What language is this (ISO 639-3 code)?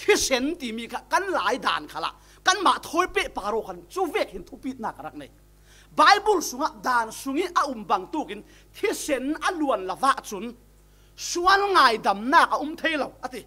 cfm